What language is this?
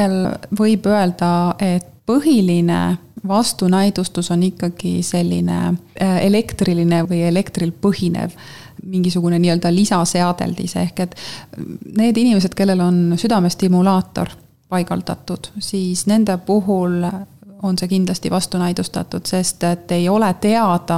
Estonian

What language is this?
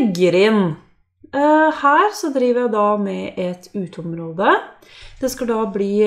Norwegian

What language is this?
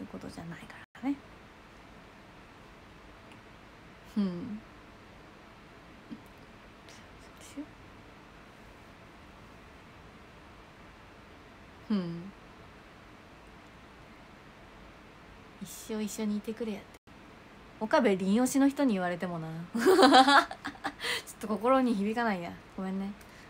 Japanese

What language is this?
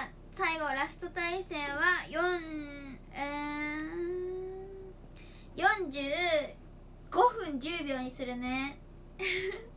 Japanese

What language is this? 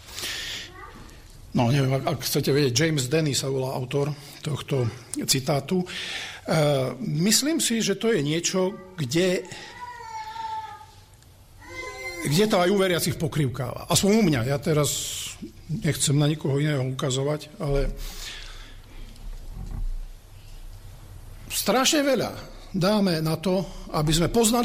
Slovak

